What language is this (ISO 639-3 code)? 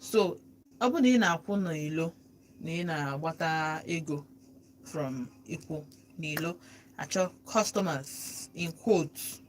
ibo